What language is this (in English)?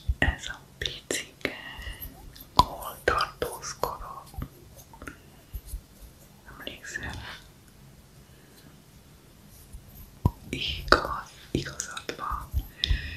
Hungarian